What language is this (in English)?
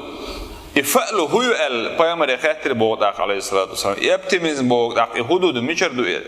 Chechen